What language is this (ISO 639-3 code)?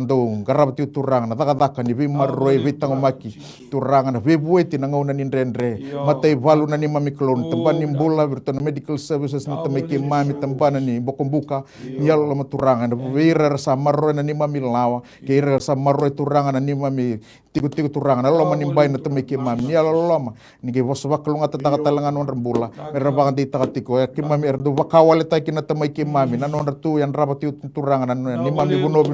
fij